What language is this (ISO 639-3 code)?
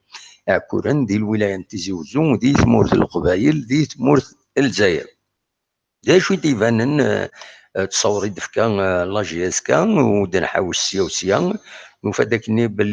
kab